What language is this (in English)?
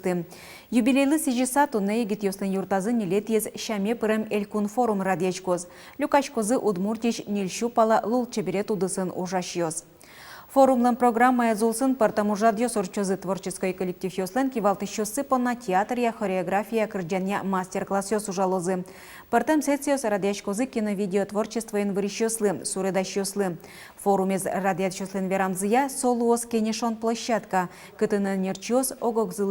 Udmurt